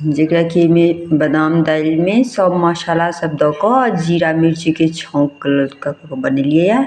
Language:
Maithili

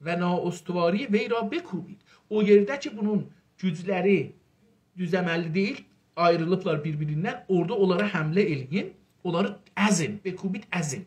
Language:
South Azerbaijani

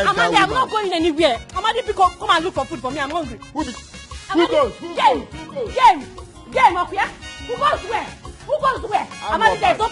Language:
Nigerian Pidgin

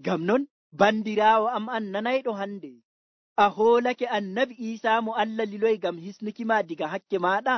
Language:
Nigerian Fulfulde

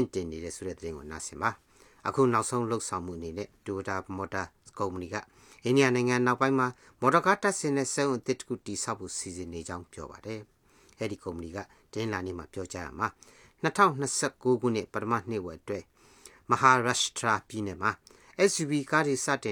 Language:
Burmese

